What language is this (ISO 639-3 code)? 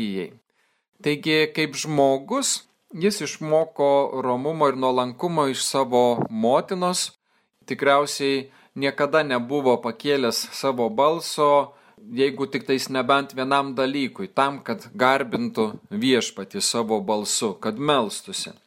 lit